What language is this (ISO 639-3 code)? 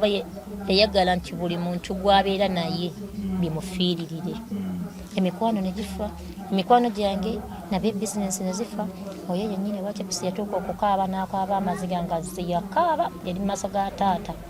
lug